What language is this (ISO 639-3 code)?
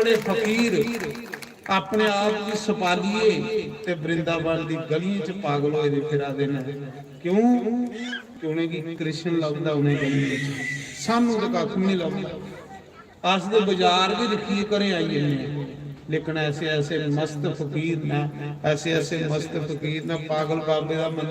doi